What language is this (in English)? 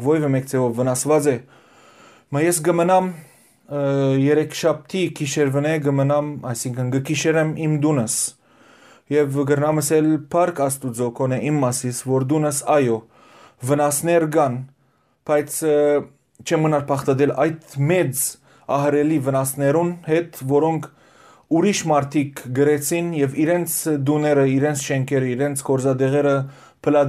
Western Armenian